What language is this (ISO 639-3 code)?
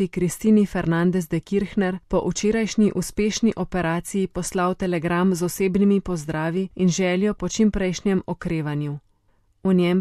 slv